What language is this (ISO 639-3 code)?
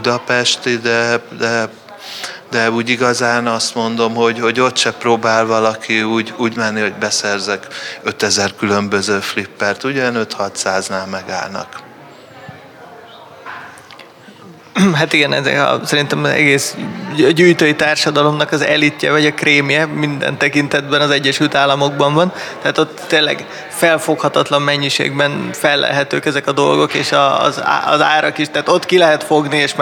hun